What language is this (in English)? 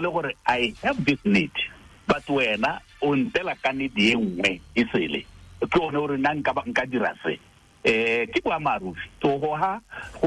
Tswana